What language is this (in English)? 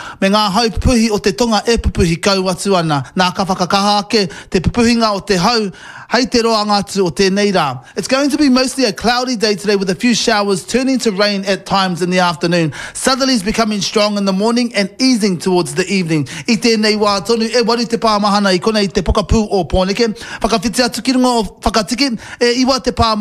Māori